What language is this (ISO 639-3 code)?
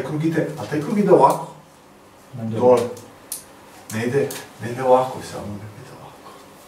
srp